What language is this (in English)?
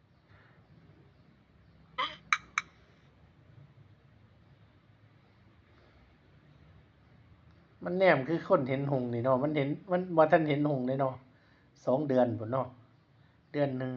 Northeastern Thai